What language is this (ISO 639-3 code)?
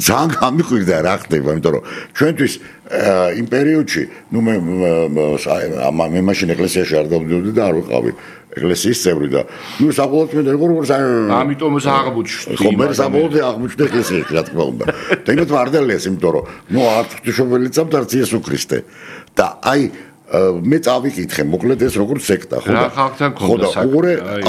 kat